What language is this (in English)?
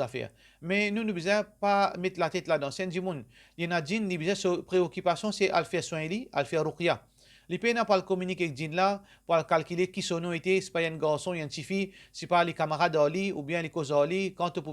Morisyen